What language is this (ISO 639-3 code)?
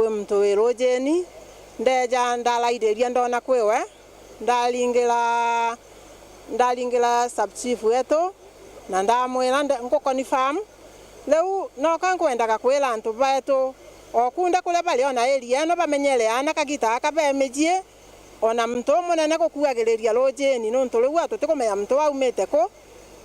mer